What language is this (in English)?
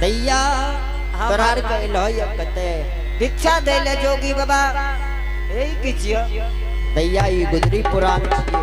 Angika